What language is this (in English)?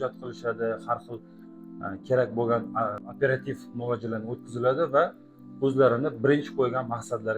Uzbek